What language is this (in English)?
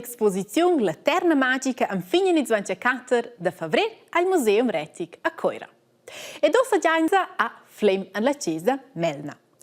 Romansh